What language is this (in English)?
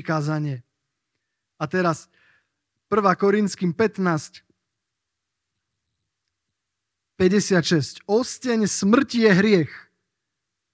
Slovak